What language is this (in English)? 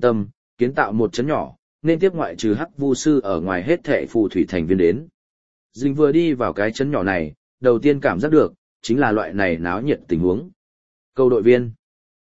Vietnamese